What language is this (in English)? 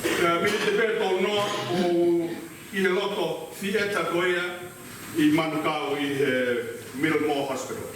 Tongan